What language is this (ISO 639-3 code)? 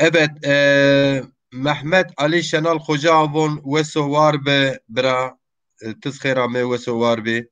zza